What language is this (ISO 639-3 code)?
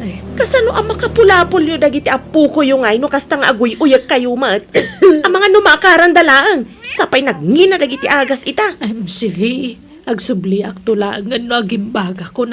ilo